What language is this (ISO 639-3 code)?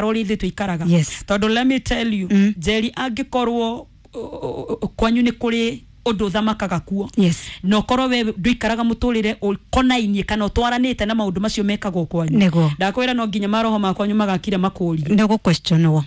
kik